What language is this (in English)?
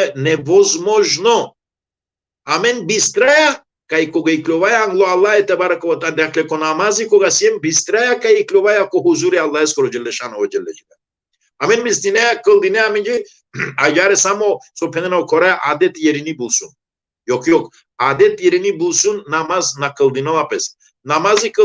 Balkan Romani